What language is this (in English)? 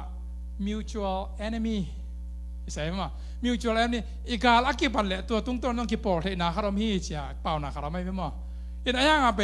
Tedim Chin